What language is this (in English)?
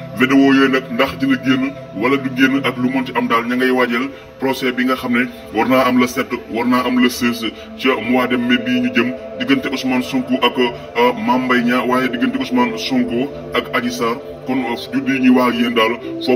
Wolof